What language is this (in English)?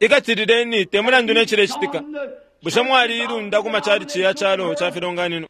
Bemba